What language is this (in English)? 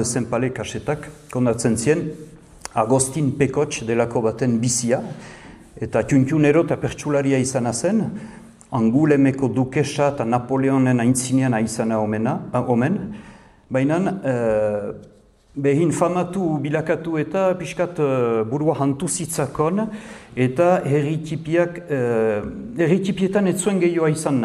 Basque